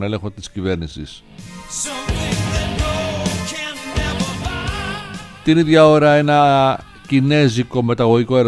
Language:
Greek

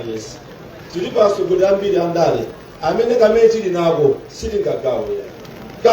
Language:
Nyanja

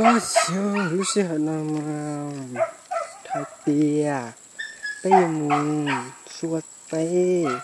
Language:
Hmong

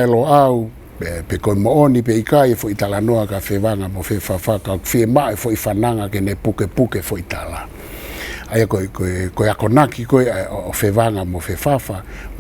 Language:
Tongan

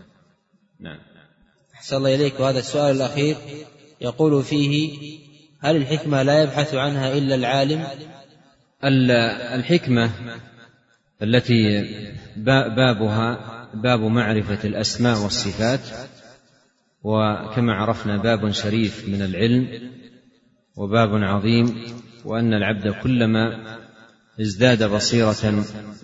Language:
Arabic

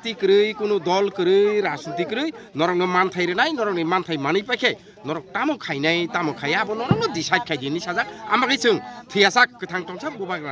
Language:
Kok Borok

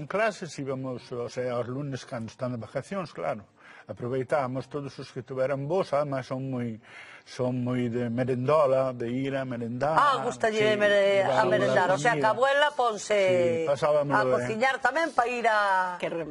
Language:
Galician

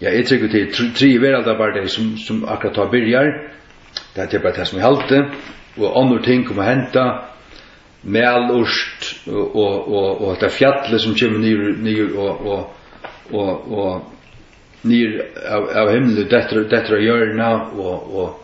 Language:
Faroese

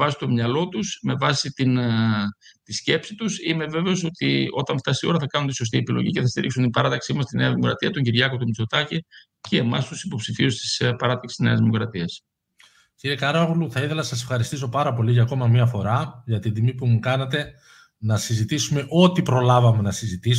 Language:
Greek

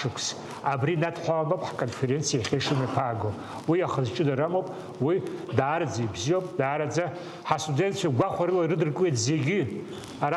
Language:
Abkhazian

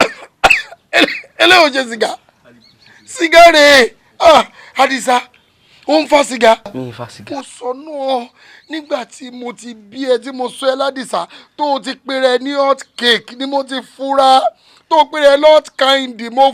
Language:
Yoruba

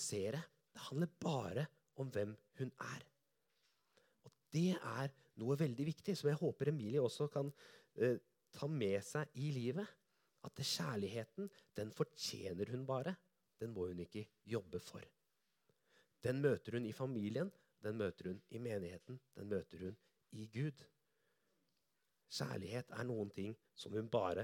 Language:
Norwegian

